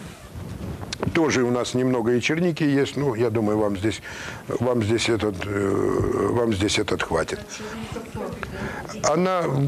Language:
Russian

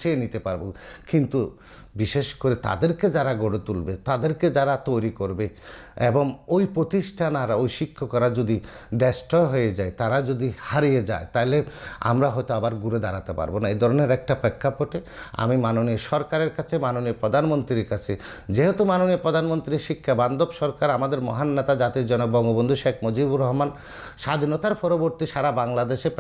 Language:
Bangla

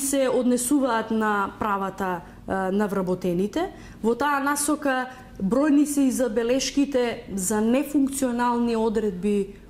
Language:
Macedonian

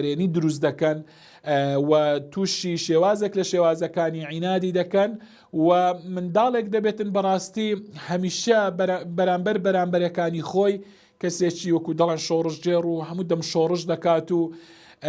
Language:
Central Kurdish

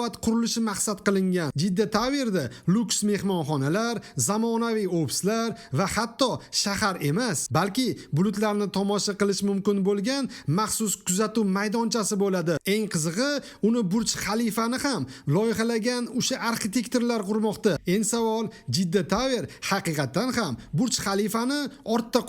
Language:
Uzbek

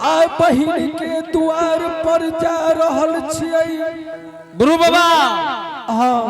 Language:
Angika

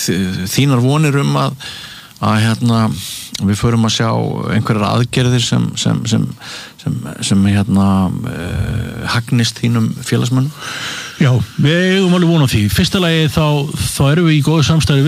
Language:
Icelandic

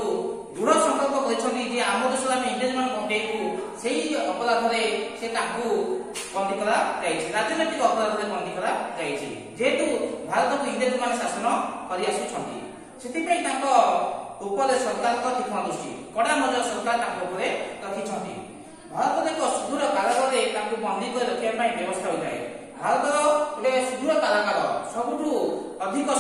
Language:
Odia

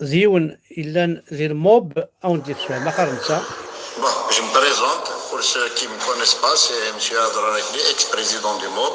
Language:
Kabyle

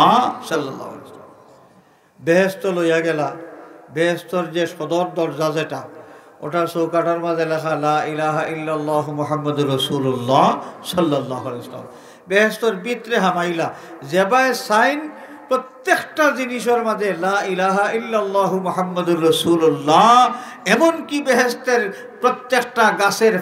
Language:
Sylheti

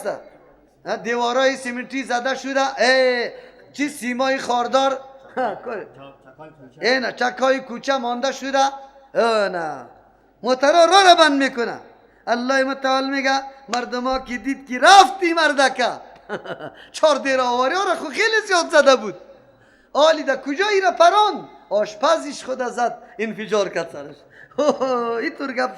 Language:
Persian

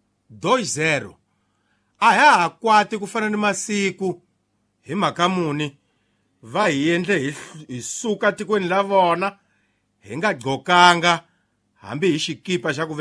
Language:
Tsonga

